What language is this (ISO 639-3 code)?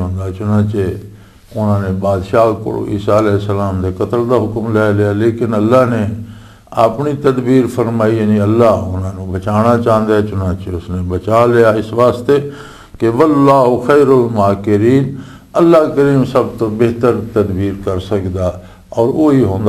lah